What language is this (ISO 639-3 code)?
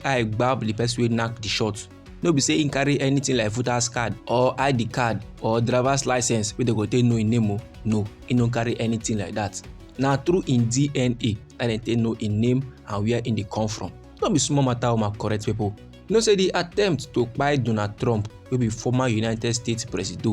pcm